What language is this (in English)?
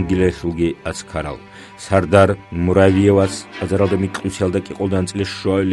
Avaric